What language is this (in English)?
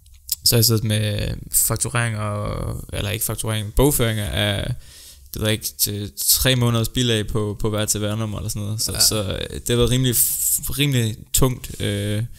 Danish